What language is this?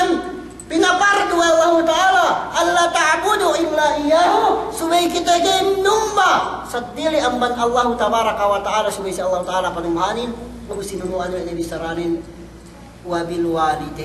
Yakan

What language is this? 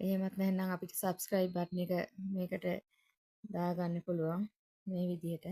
Sinhala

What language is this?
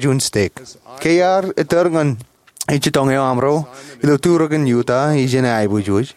Marshallese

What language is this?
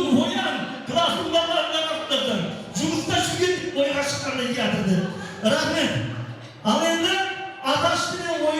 Kara-Kalpak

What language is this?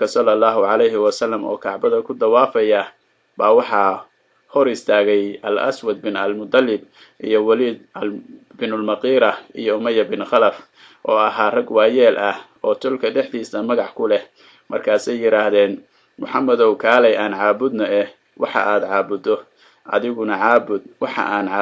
Somali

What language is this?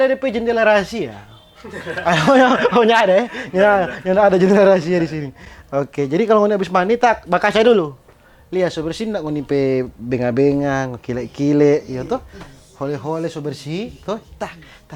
Manado Malay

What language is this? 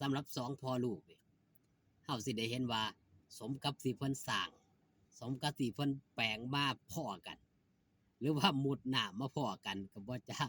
Northeastern Thai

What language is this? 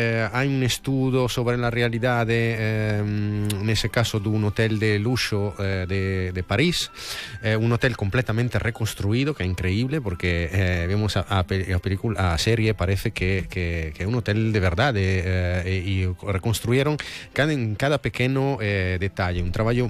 Galician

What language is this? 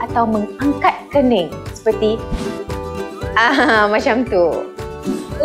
Malay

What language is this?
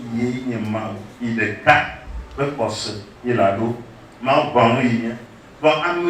Ewe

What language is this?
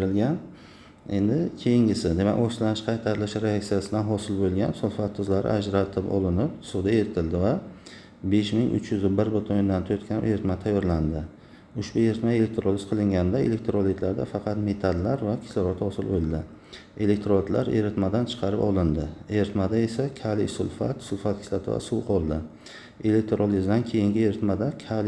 Uzbek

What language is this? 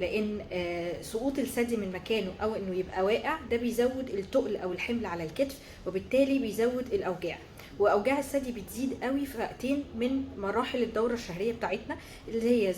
Egyptian Arabic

